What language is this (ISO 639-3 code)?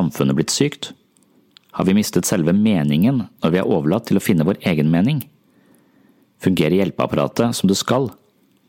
nor